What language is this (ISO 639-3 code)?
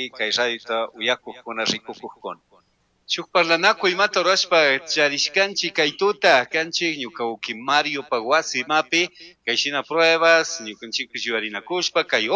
qug